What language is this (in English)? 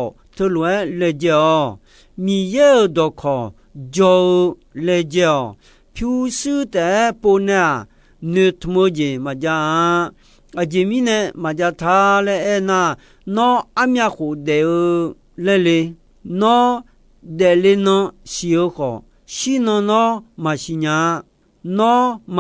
Akha